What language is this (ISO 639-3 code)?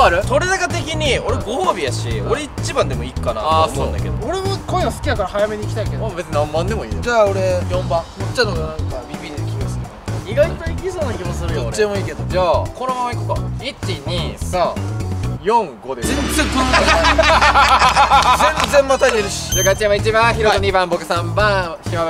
jpn